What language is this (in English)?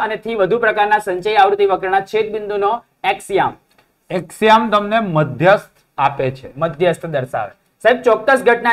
Gujarati